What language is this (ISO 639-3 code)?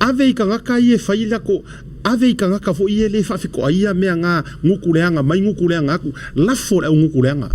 smo